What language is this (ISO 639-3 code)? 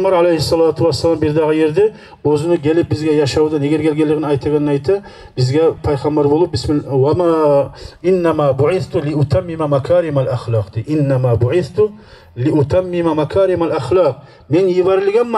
kum